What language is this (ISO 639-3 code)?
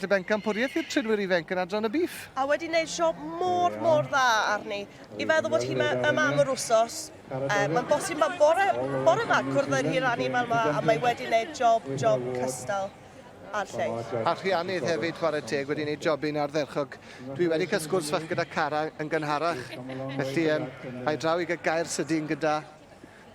cym